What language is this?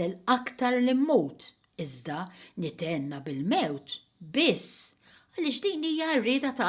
Maltese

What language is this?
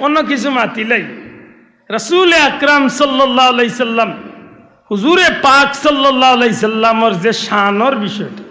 Sylheti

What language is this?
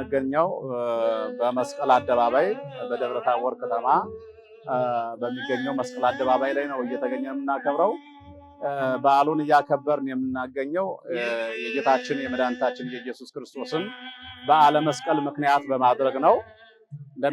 Amharic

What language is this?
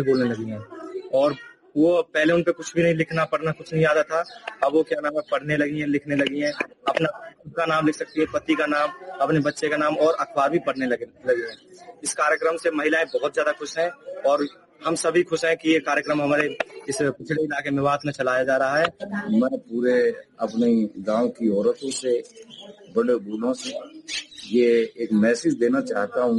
Hindi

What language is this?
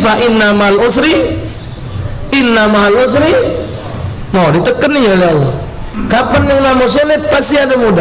Musi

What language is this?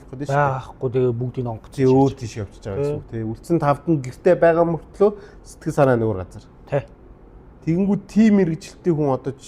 Mongolian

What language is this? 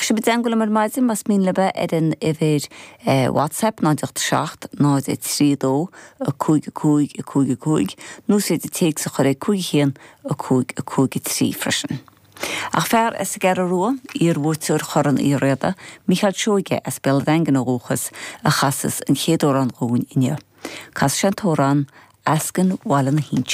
Irish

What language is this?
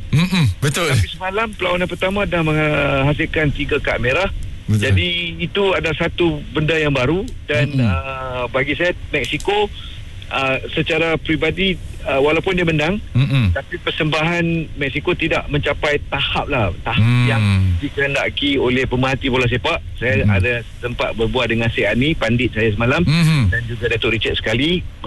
Malay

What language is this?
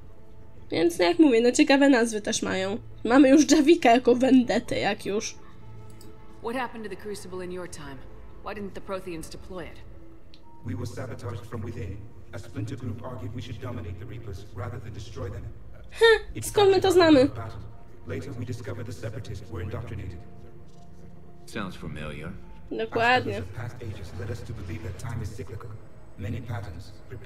Polish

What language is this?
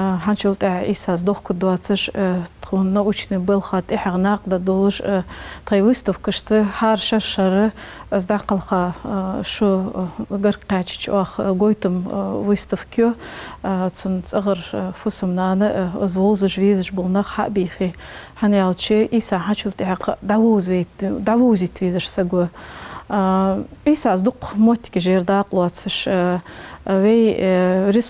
Ingush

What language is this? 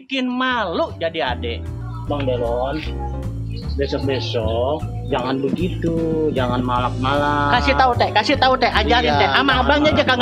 Betawi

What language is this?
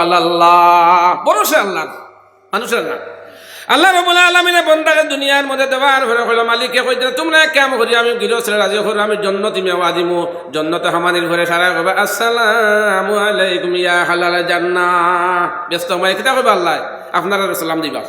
Sylheti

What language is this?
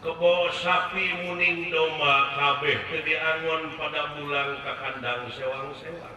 Sundanese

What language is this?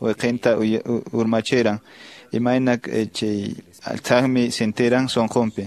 Quechua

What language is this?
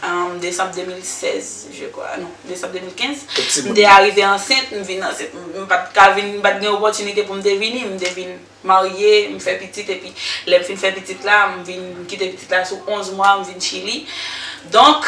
Haitian Creole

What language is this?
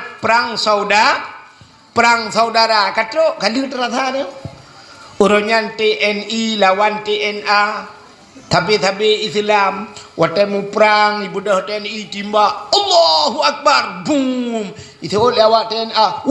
Achinese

